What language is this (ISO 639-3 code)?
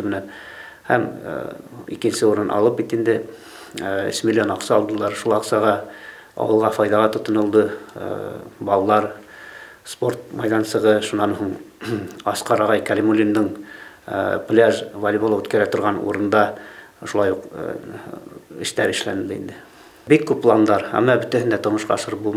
bak